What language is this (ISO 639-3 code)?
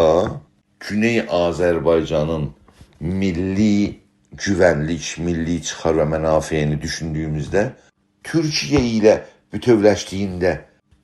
azb